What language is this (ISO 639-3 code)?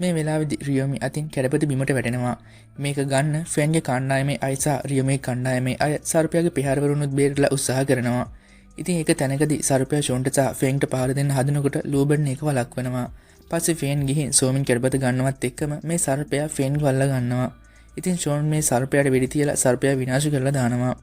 sin